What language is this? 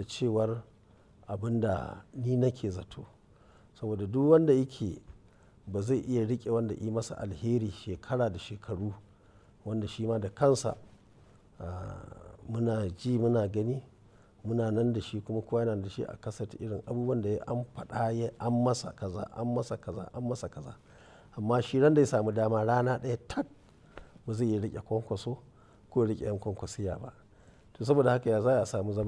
Hausa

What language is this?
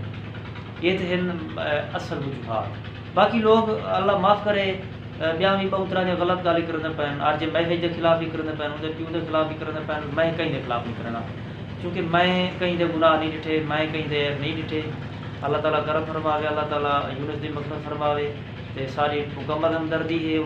Saraiki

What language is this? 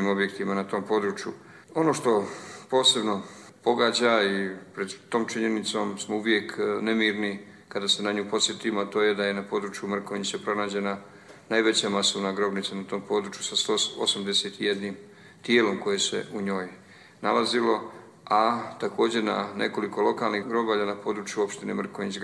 Bosnian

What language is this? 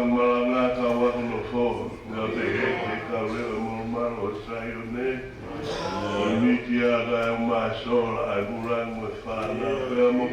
Tongan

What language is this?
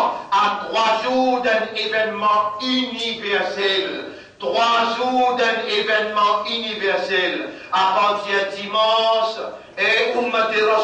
Morisyen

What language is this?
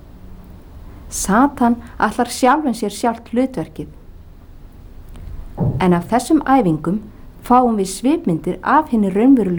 Icelandic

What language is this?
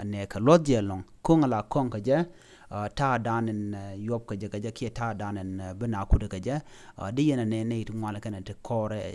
Nuer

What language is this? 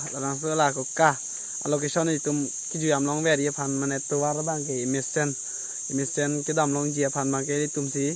Karbi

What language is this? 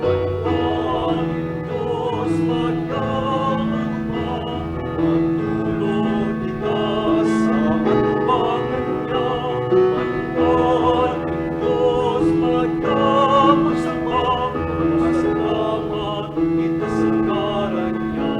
Bikol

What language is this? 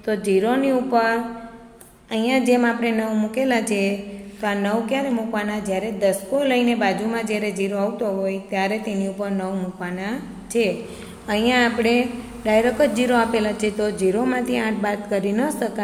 Gujarati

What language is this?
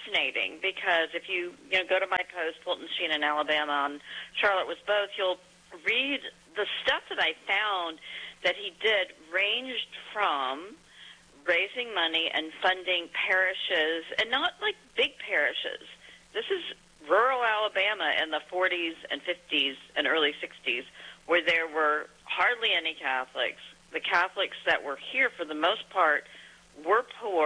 English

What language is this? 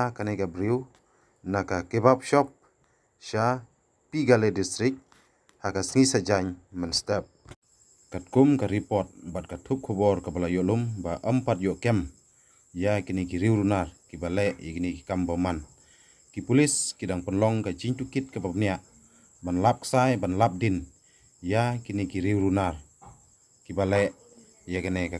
Khasi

